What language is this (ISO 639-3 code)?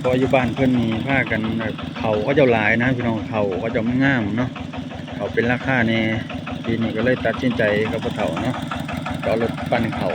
lao